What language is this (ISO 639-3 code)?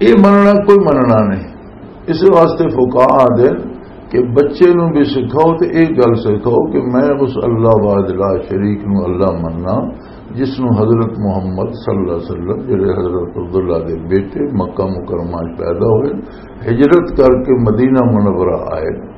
lah